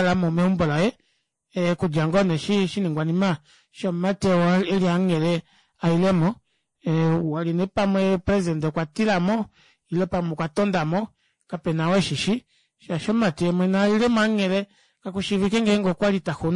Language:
Kuanyama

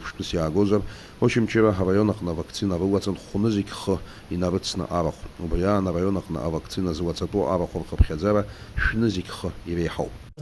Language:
Abkhazian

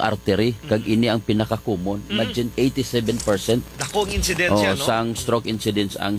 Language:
Hiligaynon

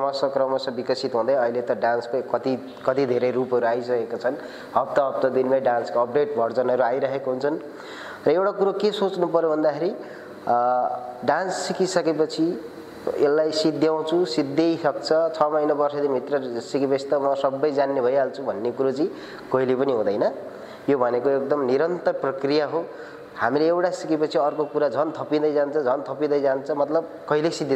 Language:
Nepali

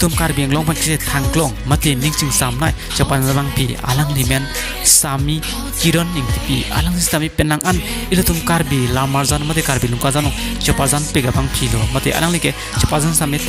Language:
Karbi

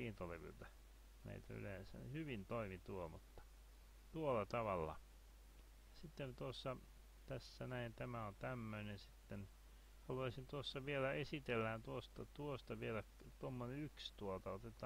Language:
Finnish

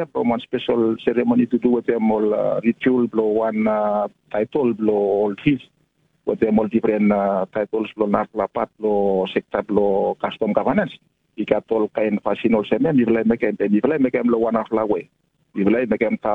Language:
Tok Pisin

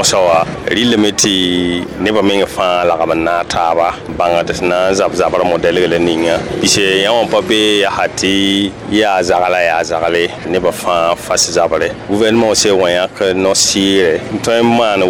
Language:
Mossi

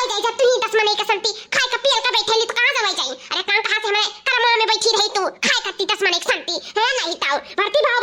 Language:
Awadhi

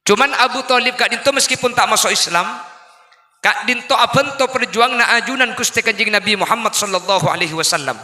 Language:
Madurese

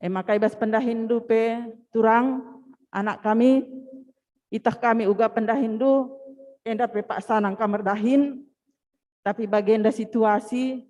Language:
Batak Karo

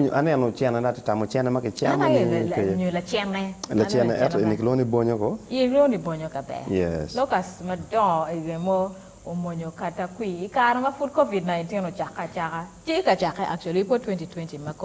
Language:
Acoli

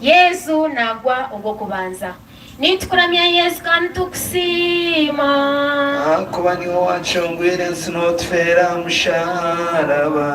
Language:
Nyankole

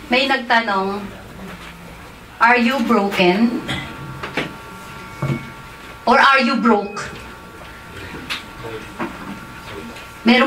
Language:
Filipino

